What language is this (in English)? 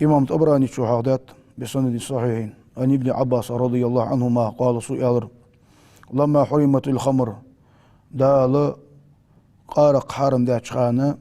Ingush